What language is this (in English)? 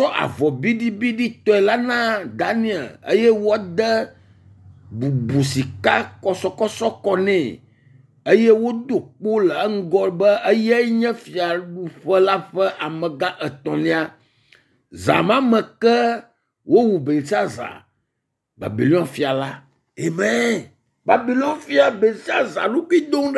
Ewe